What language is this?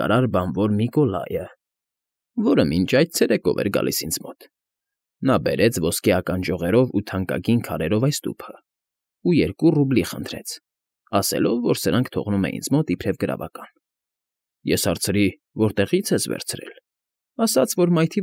Armenian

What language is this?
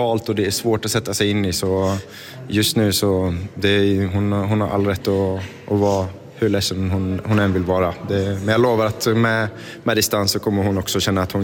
Swedish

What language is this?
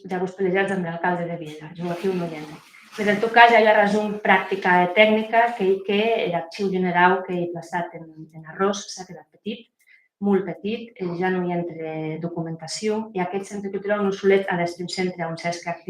Occitan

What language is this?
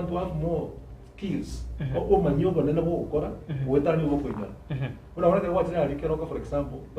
Gusii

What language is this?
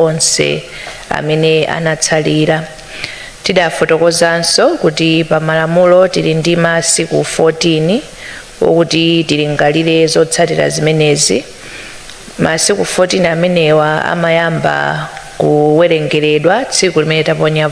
Nyanja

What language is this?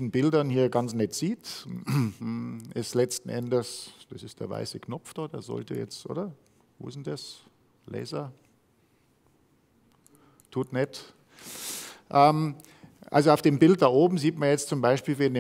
German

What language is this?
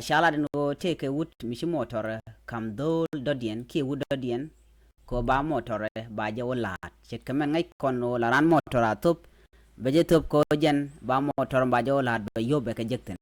Nuer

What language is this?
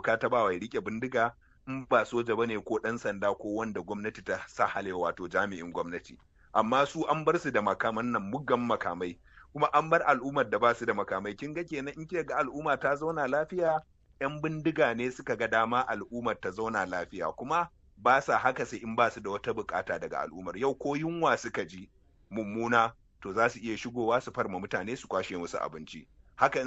Hausa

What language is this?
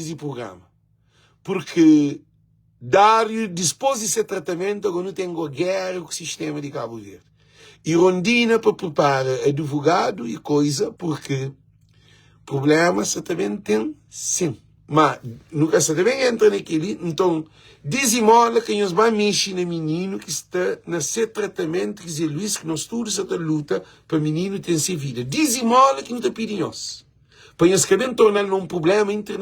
Kabuverdianu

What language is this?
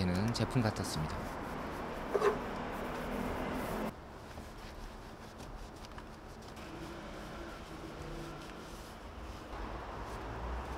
Korean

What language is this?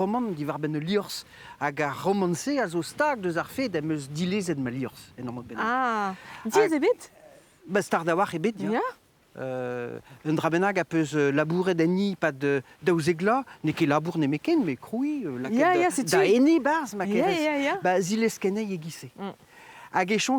Breton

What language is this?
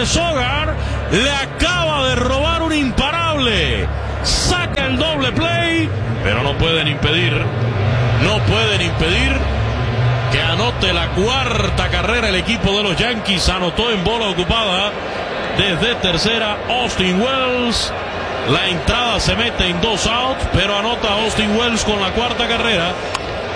Spanish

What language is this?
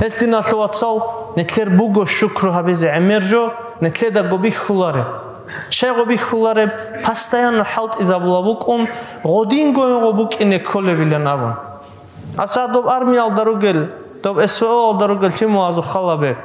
Avaric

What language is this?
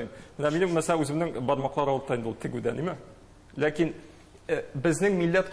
Tatar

